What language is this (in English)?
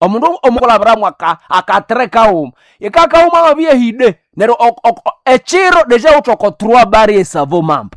Nande